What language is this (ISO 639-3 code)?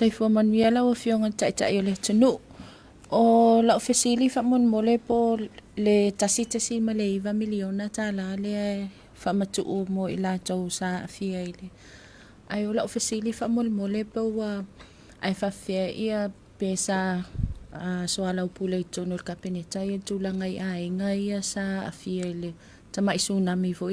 smo